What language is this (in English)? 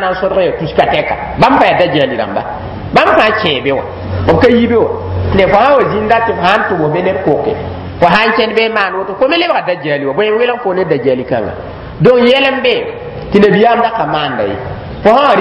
Mossi